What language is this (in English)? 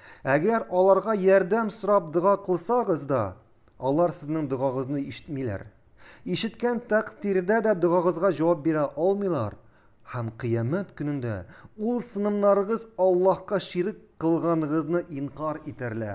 Tatar